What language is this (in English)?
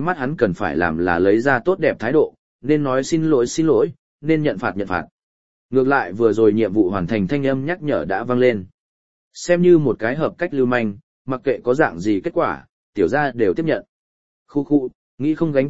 Vietnamese